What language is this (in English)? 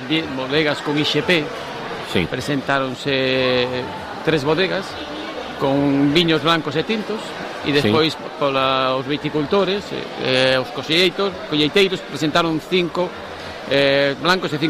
Galician